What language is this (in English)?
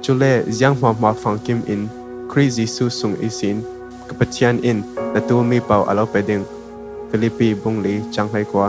Falam Chin